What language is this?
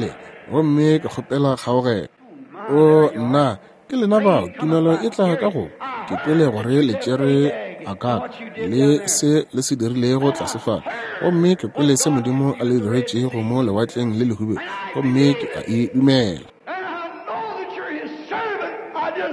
Northern Sotho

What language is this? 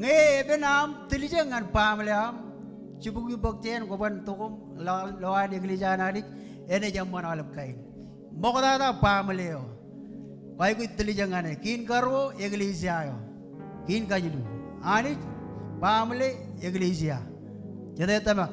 Marshallese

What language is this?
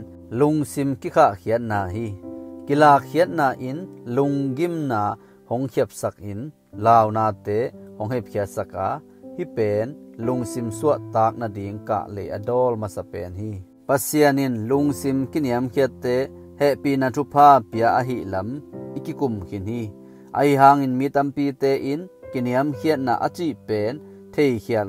Tedim Chin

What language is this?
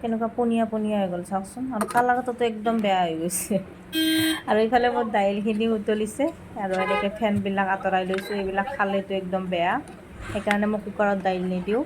Assamese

